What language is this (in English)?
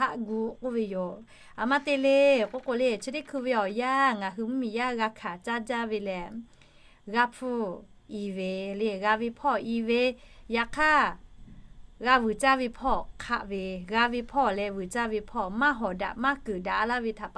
Lahu